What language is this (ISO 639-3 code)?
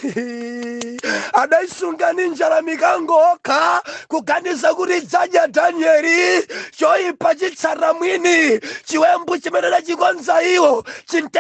nya